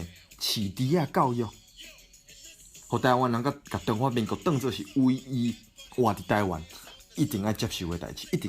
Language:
Min Nan Chinese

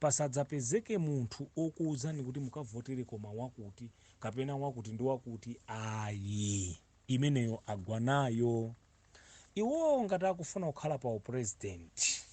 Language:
Nyanja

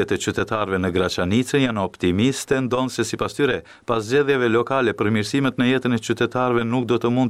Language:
Albanian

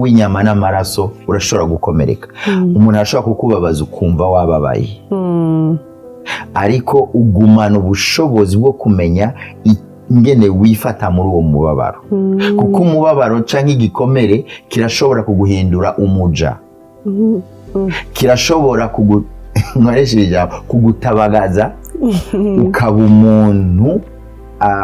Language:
Rundi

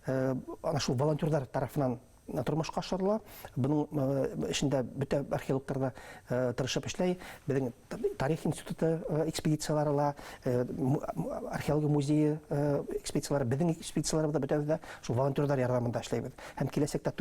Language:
Bashkir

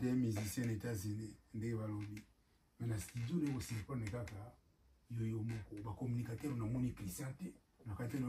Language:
Lingala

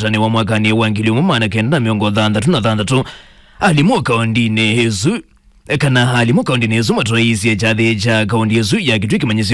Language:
Kamba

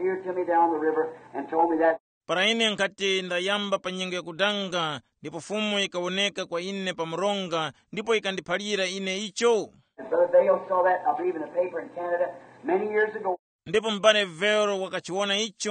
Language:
Tumbuka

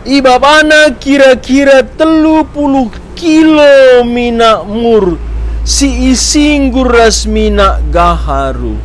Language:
Batak Karo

